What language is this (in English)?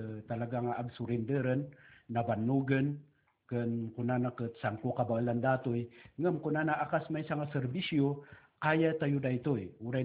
Iloko